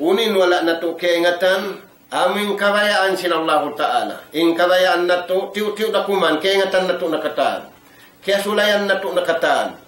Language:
Tausug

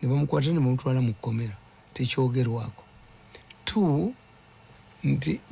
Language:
Ganda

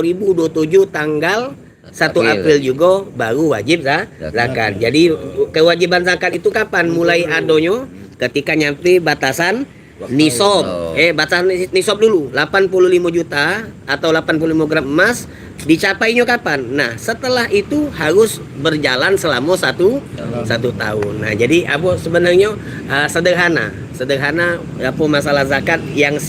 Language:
Musi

